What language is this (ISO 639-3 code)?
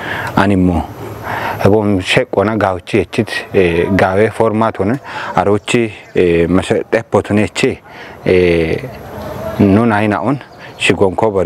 kbr